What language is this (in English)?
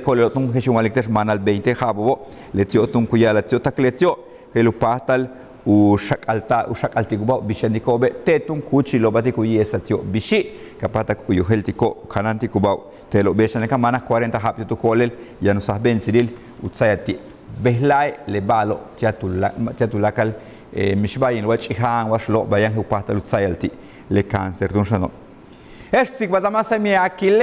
Yucateco